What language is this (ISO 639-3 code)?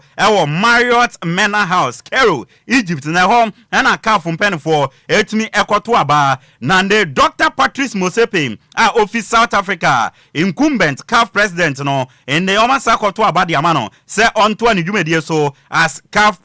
aka